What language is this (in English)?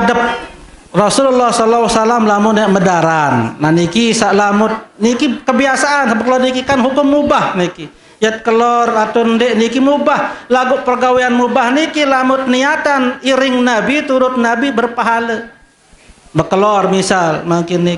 Sasak